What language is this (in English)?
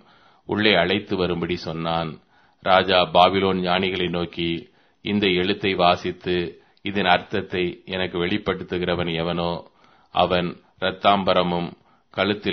Tamil